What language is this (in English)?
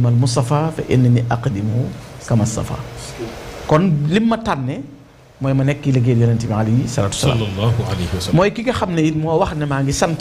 Wolof